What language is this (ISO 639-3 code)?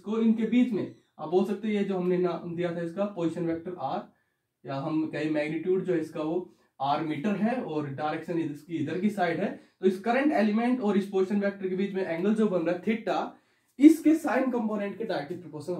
hin